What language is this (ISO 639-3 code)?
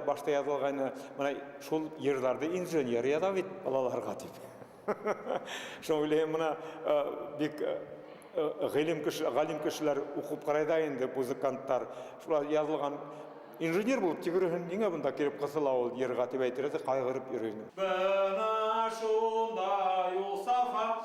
bak